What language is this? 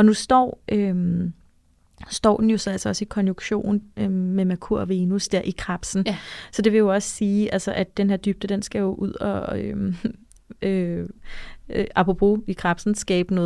Danish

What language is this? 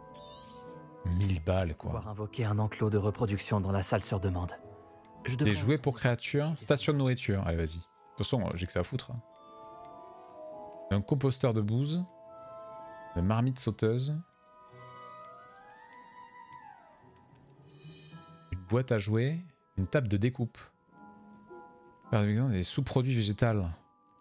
French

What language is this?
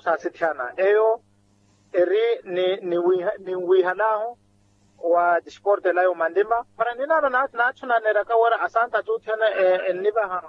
Makhuwa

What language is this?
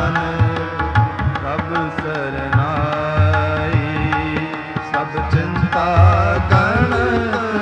Punjabi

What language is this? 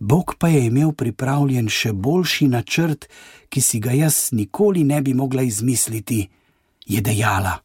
Slovenian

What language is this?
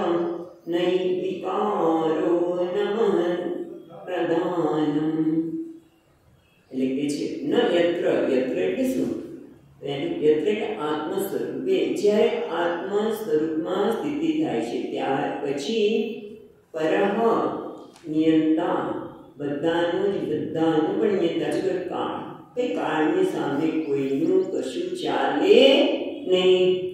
Gujarati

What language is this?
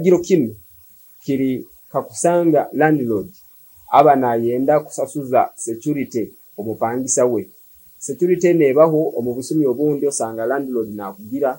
Nyoro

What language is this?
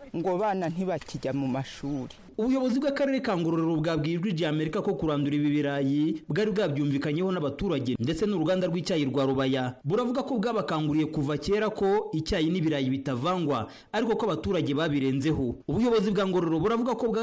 Kinyarwanda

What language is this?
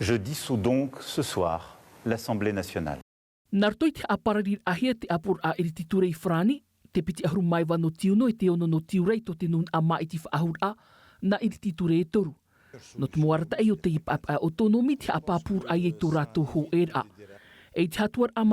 Tahitian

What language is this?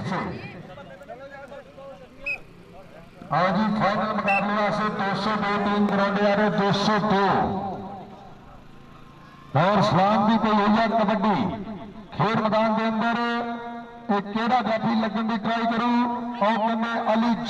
Punjabi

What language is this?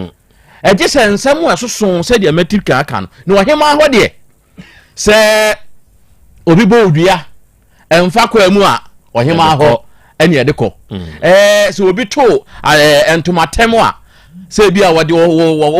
Akan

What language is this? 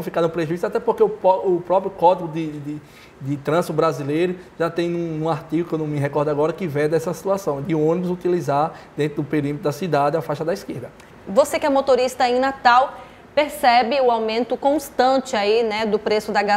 Portuguese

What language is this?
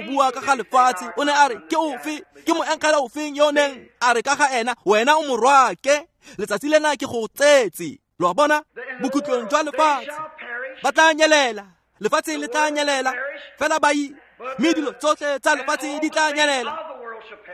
Tswana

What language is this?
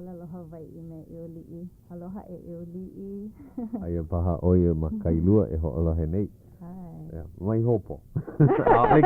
Hawaiian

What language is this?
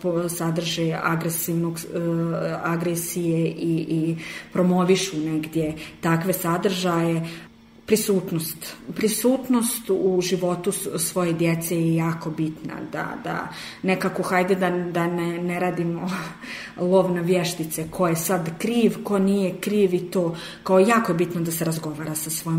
Serbian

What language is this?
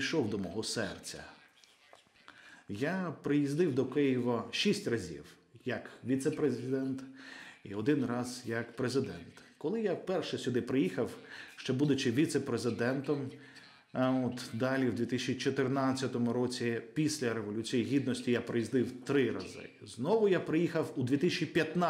Ukrainian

